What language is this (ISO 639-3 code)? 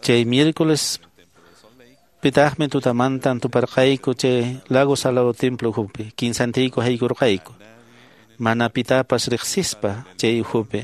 que